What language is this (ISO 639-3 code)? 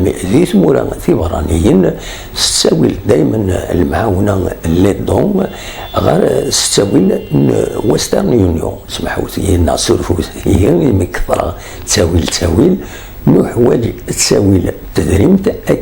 kab